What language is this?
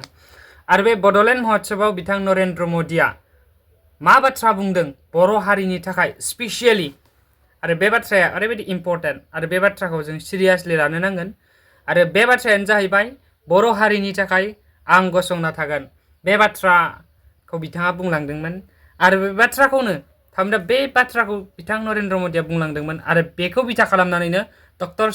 Bodo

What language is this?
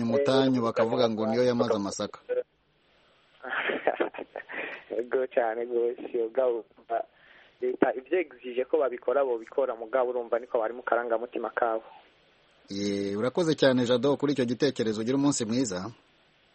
Kinyarwanda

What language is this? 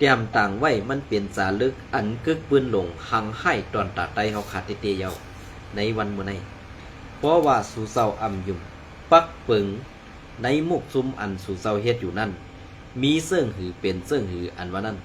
Shan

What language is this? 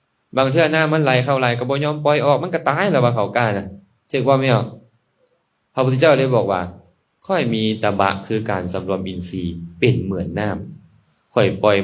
Lao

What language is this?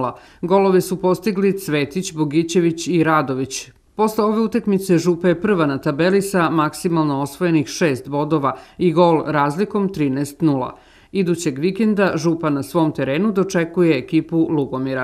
Serbian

